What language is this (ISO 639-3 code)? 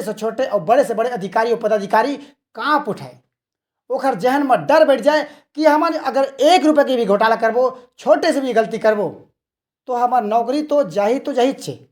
hne